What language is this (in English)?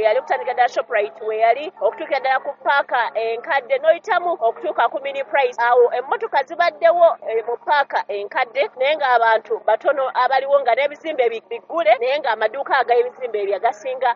Ganda